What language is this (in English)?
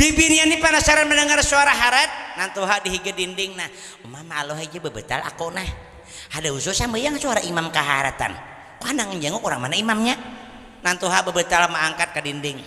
Banjar